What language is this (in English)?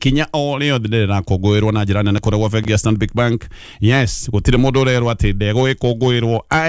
Kikuyu